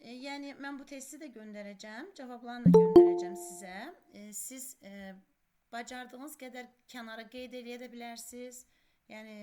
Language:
Azerbaijani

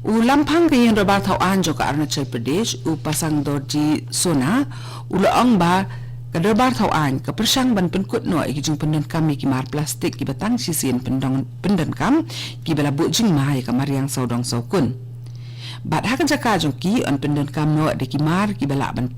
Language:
Khasi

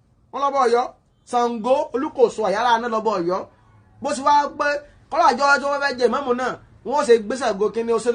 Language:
Yoruba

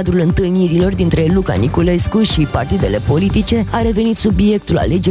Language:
Romanian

